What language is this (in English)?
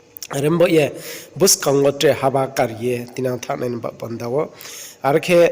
Riang (India)